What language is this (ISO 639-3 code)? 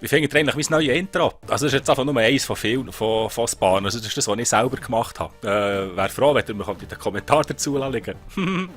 gsw